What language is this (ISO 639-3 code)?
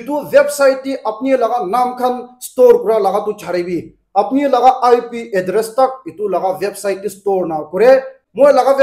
nag